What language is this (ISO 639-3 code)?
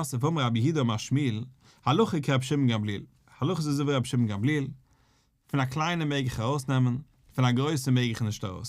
yid